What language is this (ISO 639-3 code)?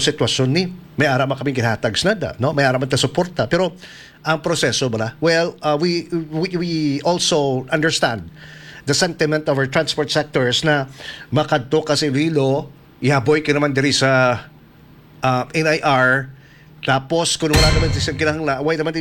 hil